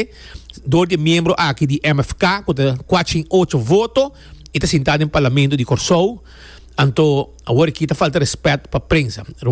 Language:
Papiamento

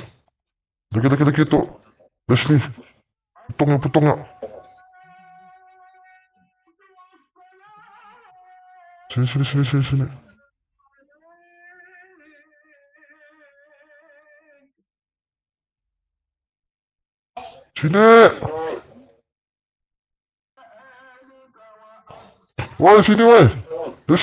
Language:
Malay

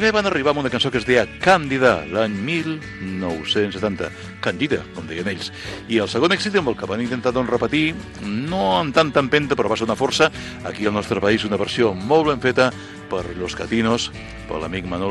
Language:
Catalan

